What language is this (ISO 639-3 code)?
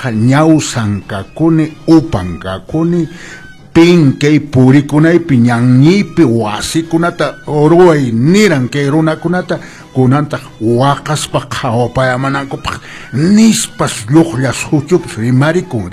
que